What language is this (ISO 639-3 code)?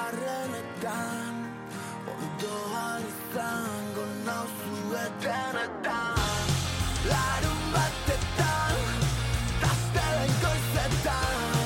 eus